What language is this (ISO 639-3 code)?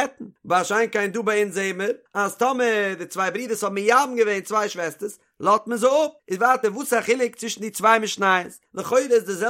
yid